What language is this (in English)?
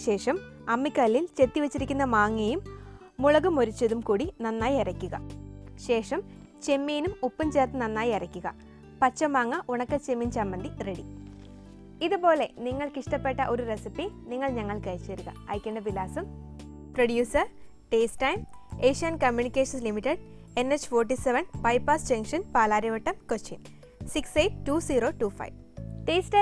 Malayalam